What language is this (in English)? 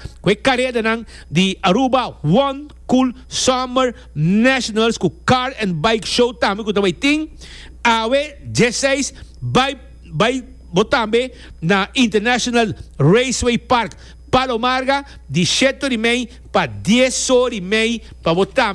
Papiamento